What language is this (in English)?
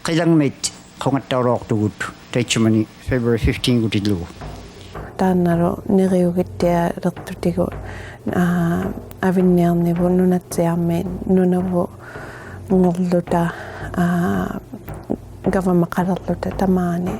Inuktitut